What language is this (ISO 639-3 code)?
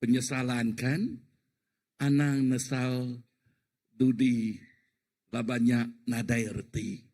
iba